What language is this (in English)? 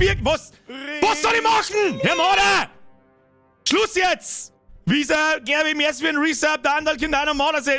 Bavarian